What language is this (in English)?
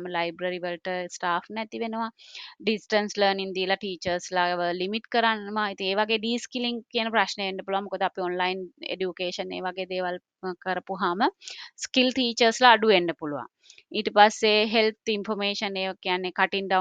Sinhala